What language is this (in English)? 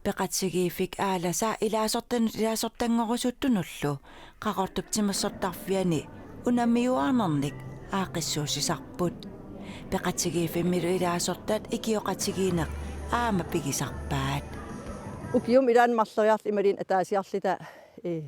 Kalaallisut